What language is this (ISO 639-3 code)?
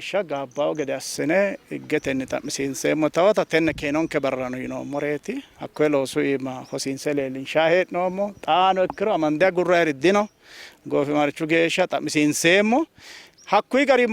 sid